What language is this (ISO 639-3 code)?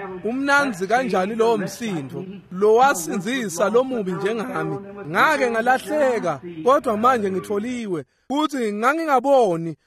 ssw